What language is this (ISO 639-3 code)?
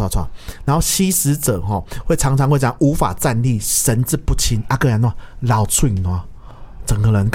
nan